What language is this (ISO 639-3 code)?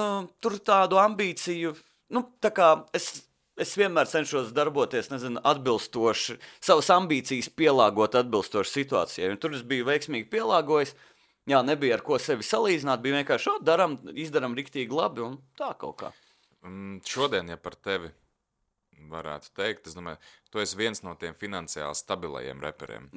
lav